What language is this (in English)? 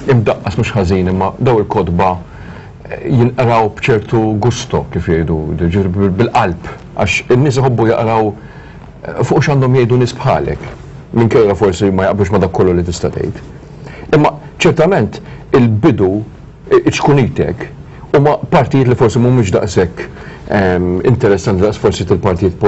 Maltese